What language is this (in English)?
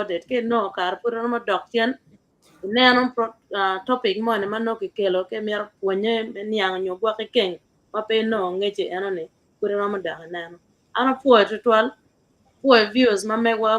Acoli